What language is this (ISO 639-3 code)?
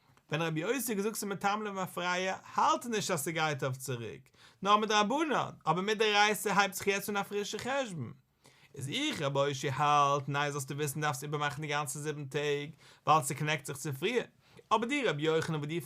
yid